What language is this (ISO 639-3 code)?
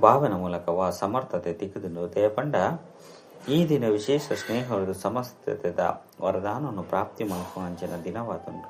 tcy